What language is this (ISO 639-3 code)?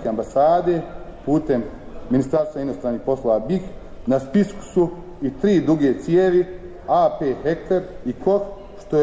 bos